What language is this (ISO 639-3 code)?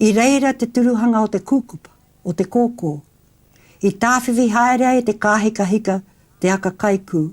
mri